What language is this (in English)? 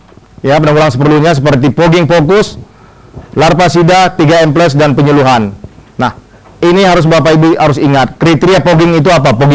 Indonesian